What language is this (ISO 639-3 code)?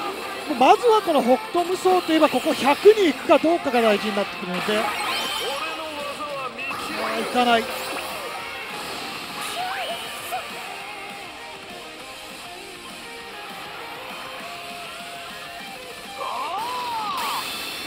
jpn